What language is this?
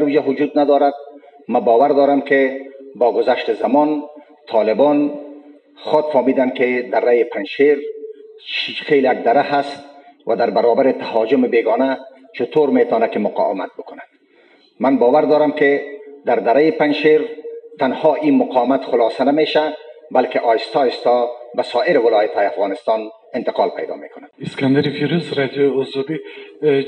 Persian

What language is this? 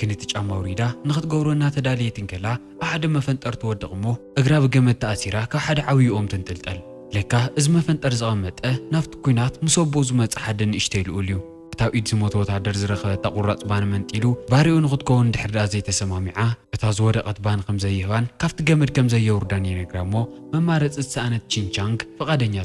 Tigrinya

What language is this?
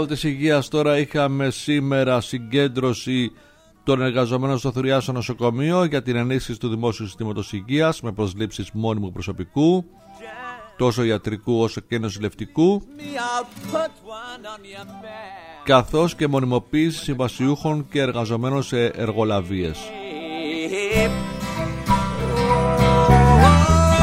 Greek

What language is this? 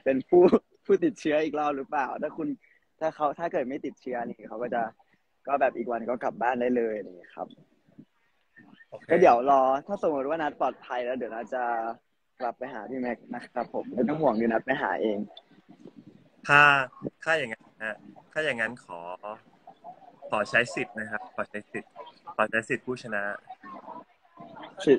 Thai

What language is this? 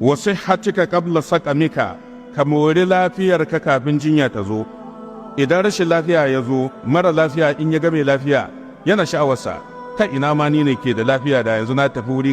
Hausa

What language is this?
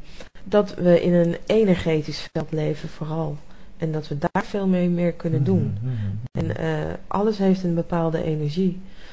Dutch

